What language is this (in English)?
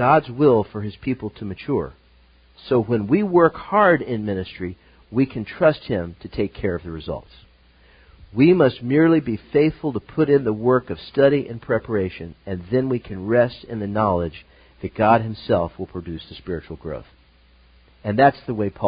English